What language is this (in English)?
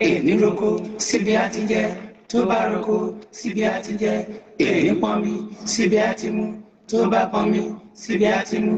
Yoruba